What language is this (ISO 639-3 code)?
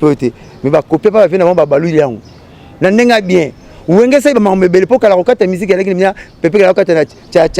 lin